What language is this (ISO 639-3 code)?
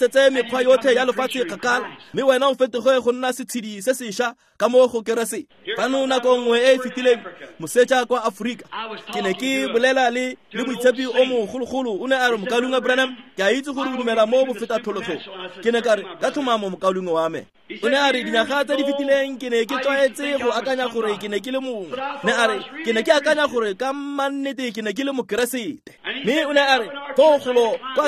tsn